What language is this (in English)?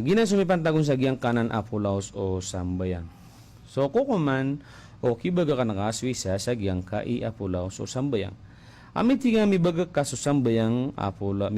Maranao